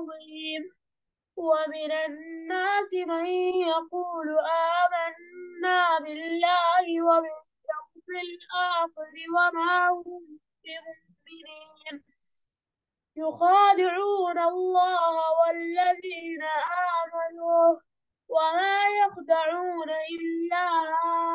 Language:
Arabic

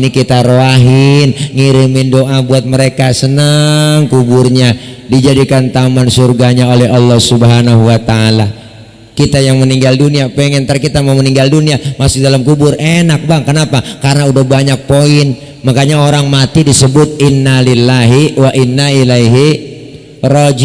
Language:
Betawi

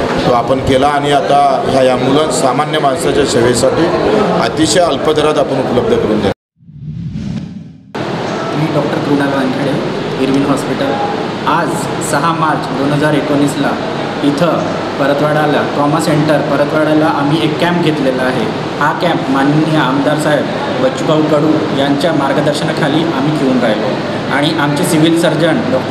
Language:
Marathi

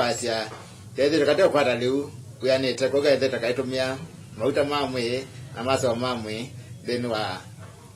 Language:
Kamba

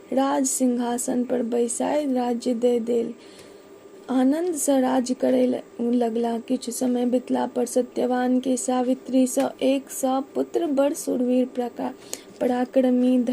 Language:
Maithili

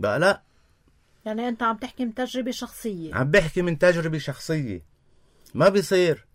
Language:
North Levantine Arabic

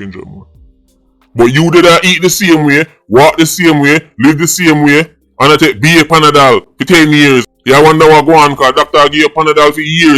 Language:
Jamaican Creole English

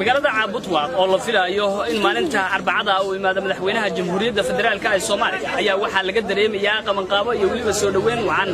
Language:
Somali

